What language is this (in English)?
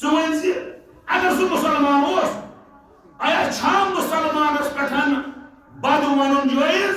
Kashmiri